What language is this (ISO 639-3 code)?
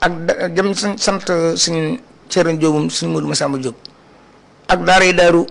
wol